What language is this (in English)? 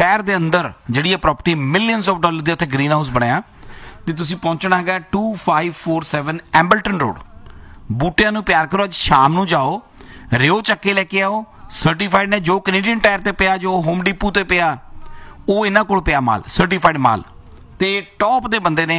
Punjabi